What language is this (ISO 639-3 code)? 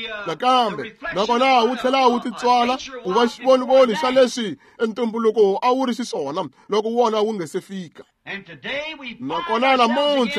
tso